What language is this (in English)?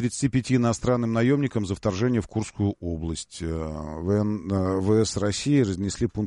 Russian